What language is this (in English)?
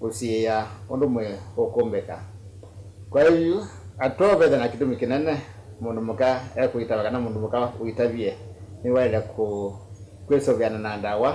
Kamba